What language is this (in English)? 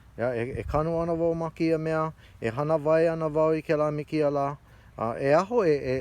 Hawaiian